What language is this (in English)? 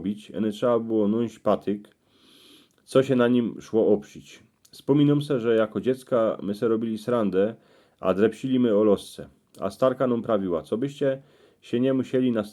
Silesian